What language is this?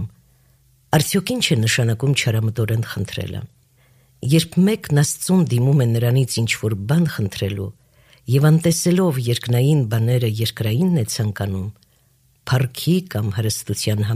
Armenian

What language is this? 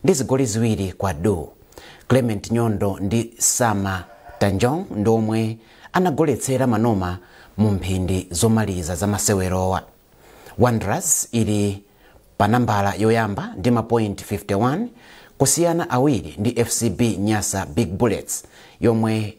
Nyanja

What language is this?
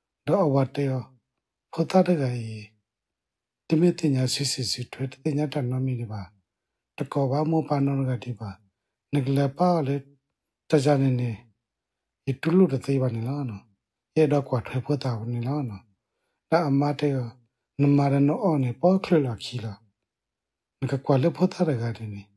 S'gaw Karen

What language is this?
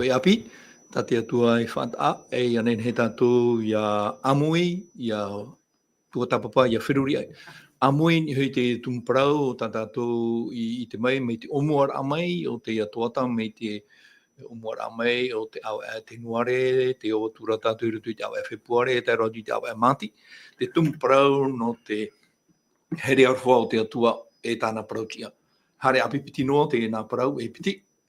Tahitian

